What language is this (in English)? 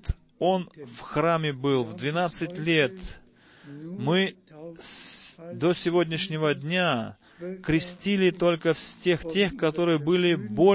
Russian